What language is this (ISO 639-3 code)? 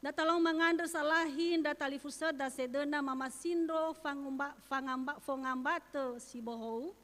nia